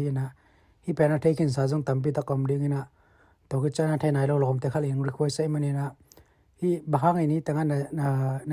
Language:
Tedim Chin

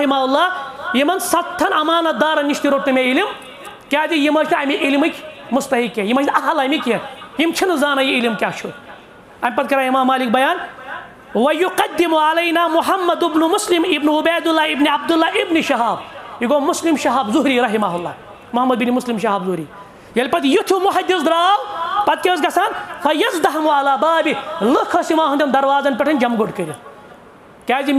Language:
Kashmiri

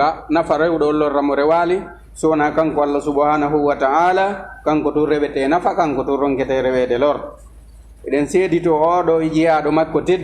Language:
Fula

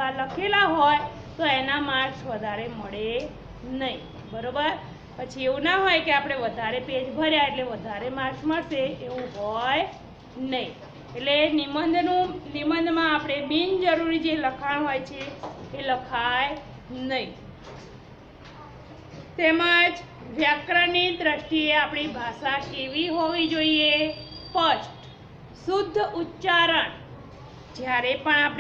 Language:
Gujarati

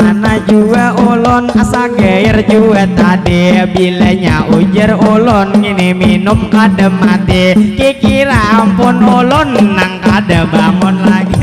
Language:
Banjar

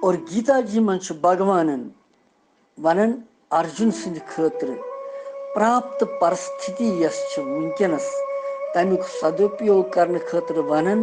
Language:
Kashmiri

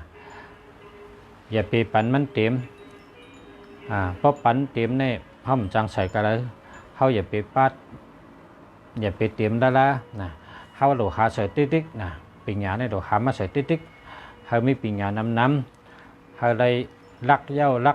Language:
Shan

